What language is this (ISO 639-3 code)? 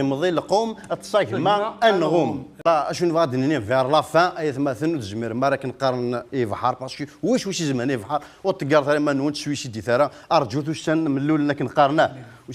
kab